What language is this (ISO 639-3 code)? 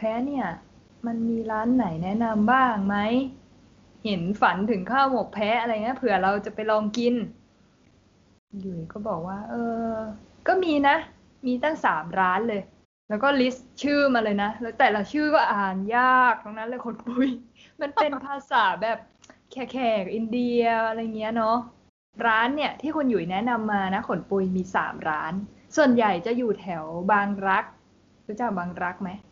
tha